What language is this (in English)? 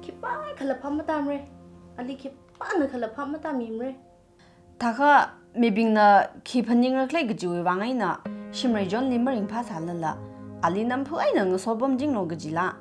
Tangkhul Naga (India)